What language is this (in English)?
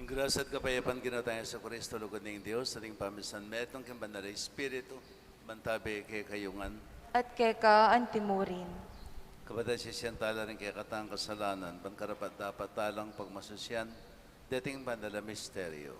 Pampanga